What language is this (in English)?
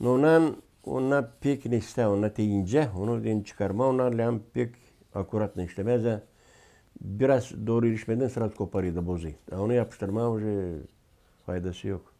Gagauz